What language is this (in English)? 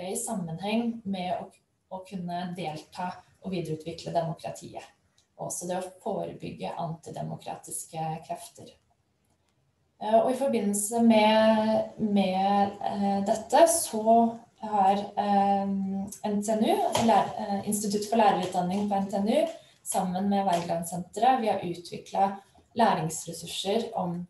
Norwegian